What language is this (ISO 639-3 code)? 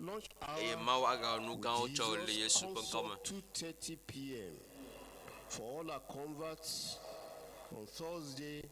ewe